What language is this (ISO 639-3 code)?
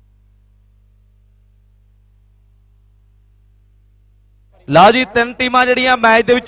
pan